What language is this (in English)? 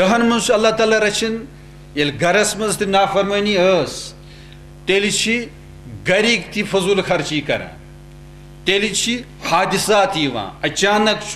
Kashmiri